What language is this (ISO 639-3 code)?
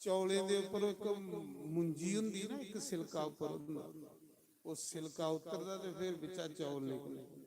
doi